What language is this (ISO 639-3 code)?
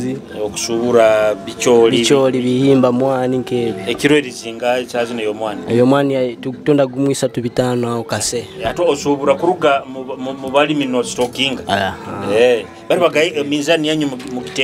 nyo